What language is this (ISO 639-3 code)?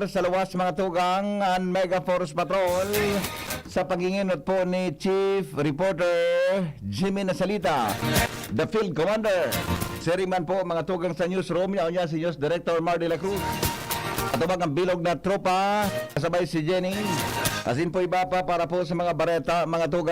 bik